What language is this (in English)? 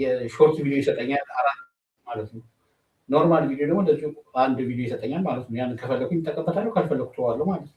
Amharic